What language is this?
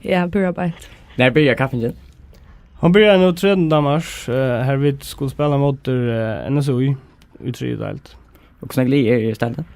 Faroese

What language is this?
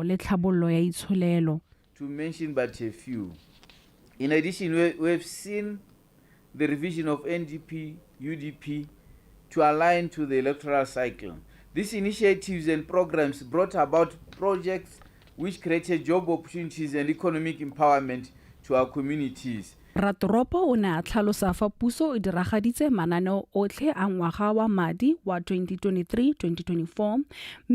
Tswana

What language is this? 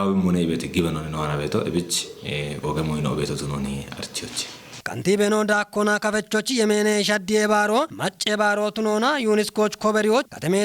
Kafa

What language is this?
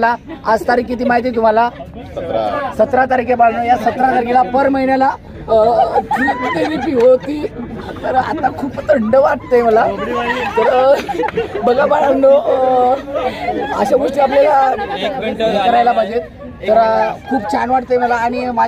Marathi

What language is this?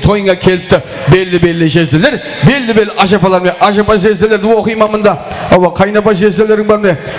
Kara-Kalpak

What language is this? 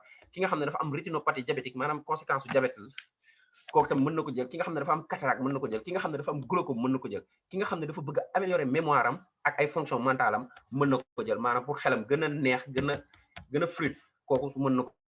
Wolof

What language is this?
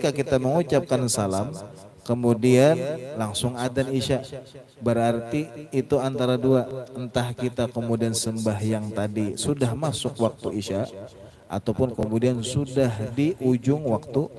Banjar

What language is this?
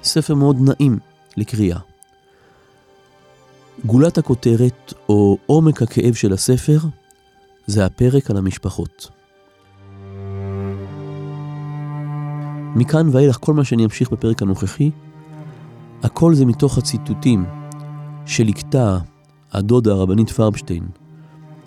Hebrew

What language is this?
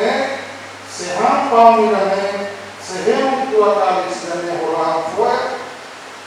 Tetum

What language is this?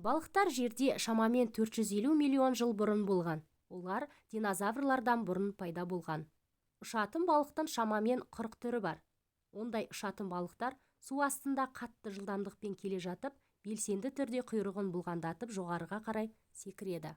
Kazakh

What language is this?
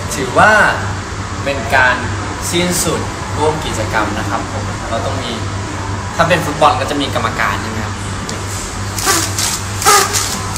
Thai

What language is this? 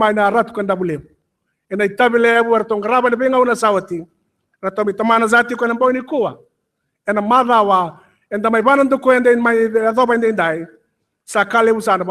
Fijian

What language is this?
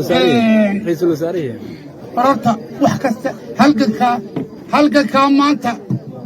Somali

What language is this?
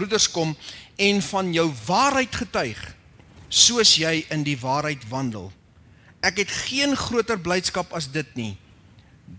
Afrikaans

